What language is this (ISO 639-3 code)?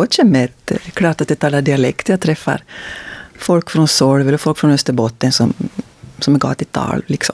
swe